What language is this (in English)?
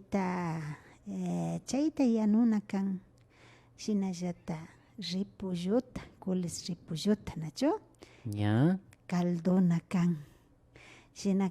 Imbabura Highland Quichua